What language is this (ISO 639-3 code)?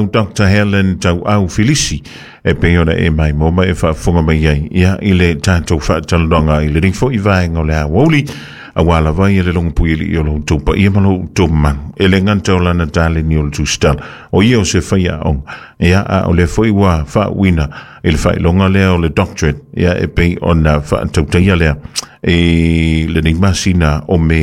smo